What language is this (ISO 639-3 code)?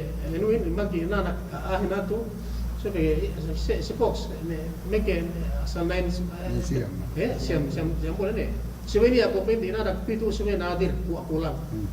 yka